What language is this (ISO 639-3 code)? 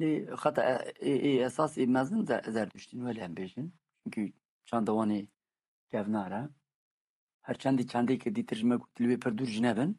kur